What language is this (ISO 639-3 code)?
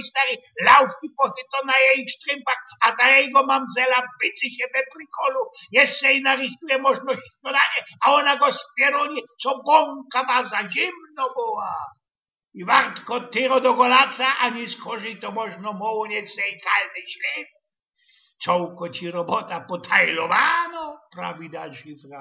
szl